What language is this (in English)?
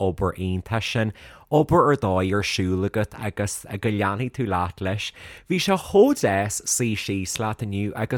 Irish